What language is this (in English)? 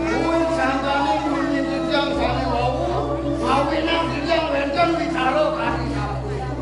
Balinese